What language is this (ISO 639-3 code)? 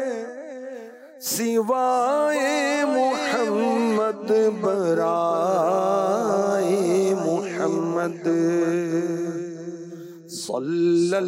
urd